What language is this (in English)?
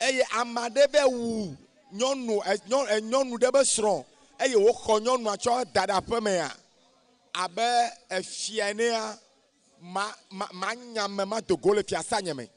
Ewe